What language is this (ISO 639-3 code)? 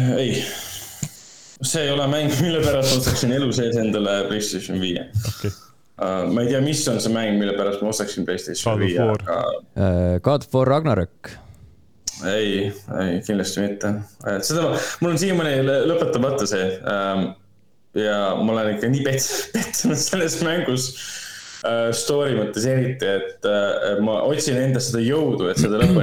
est